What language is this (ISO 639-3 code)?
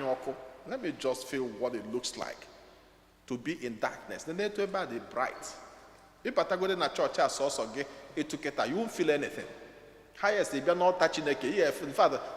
ibo